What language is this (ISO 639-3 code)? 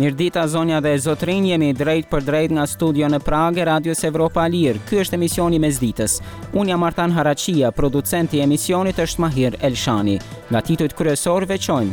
sqi